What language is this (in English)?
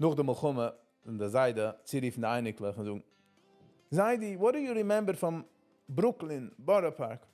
Yiddish